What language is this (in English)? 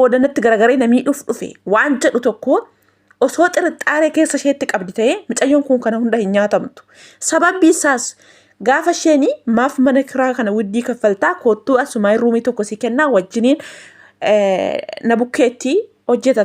Oromo